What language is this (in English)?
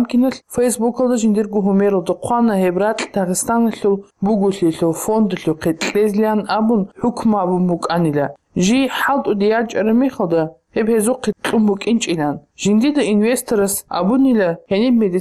Avaric